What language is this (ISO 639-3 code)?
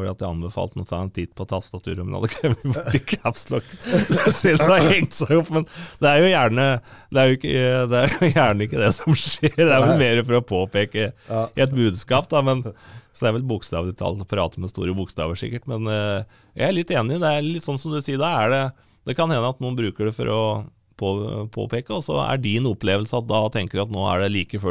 nor